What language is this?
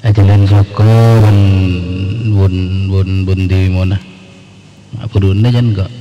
Madurese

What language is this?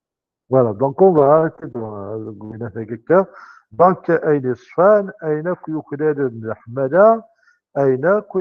Kabyle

